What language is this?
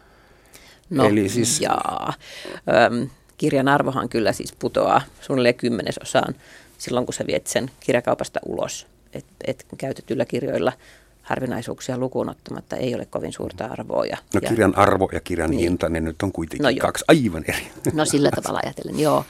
Finnish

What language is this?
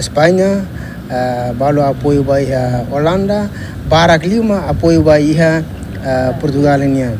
Tetum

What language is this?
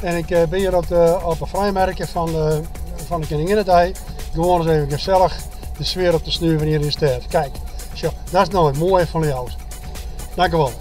Western Frisian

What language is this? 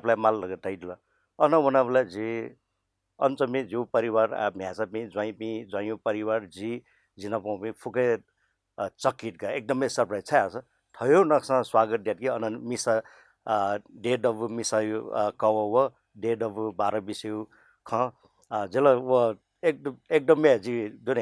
Newari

